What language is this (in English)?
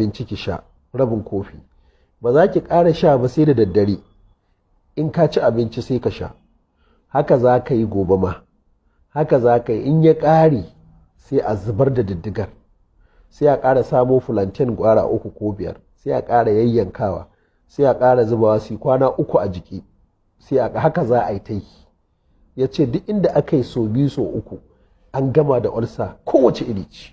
Hausa